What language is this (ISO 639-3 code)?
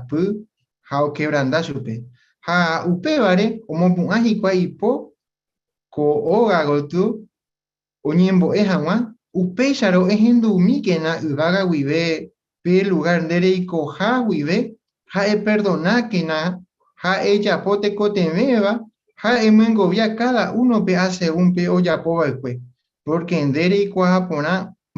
grn